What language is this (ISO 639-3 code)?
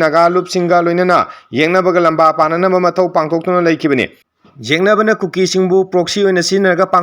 mni